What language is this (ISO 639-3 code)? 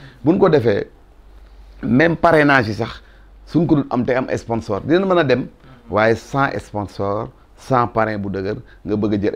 wol